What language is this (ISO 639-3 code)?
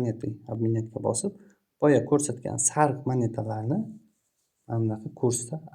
uzb